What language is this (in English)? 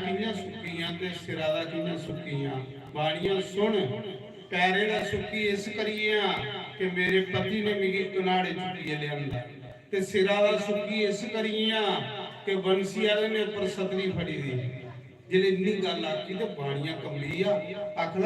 Dogri